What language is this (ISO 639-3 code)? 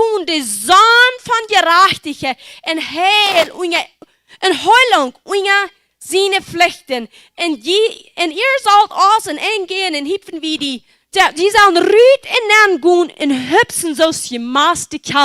pdt